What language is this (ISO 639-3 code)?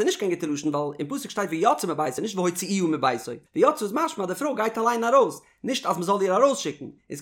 yid